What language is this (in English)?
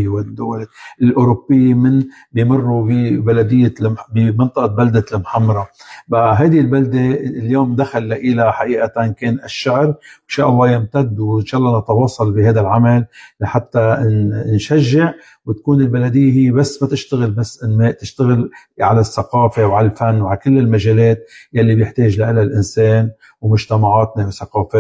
North Levantine Arabic